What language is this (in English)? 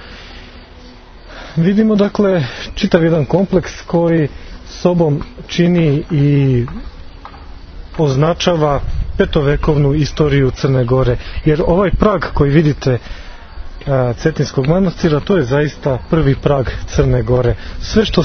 Serbian